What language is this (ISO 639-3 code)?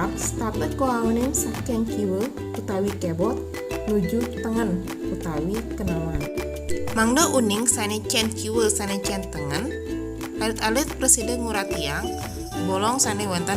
ban